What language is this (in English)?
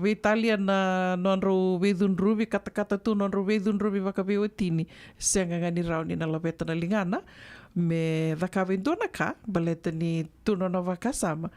Fijian